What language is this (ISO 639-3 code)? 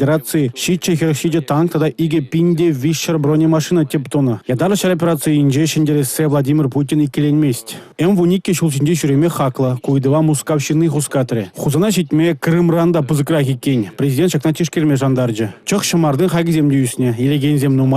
chv